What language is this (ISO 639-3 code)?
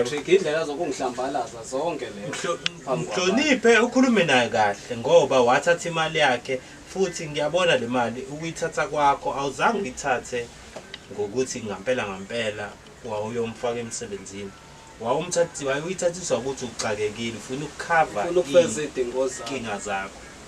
zul